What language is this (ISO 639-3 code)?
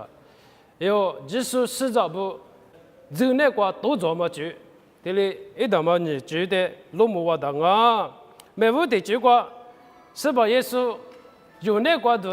lis